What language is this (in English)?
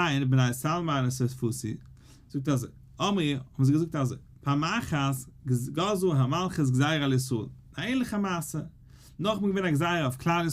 Yiddish